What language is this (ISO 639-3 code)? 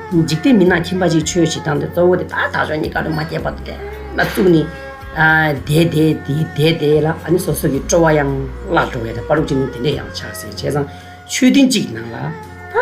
bod